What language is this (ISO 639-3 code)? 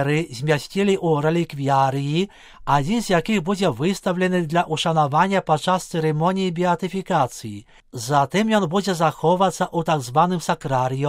bel